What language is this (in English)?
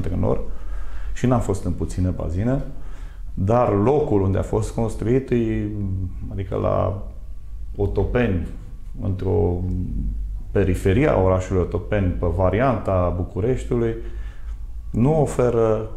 Romanian